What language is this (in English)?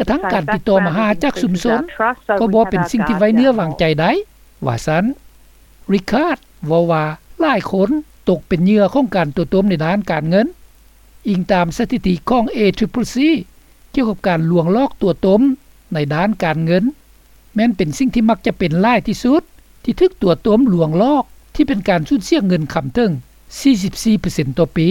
Lao